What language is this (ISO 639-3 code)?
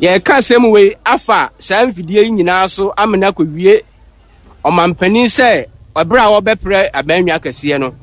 aka